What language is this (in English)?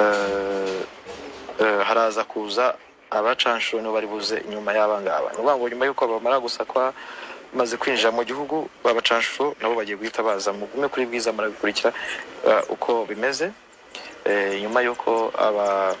Kinyarwanda